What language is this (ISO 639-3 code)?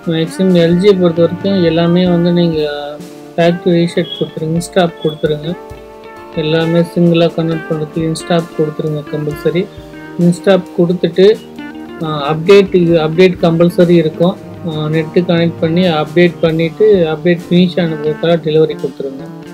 tam